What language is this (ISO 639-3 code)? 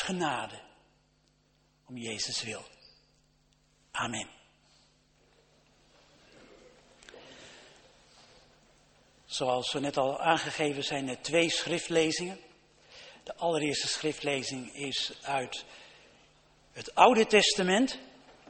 nld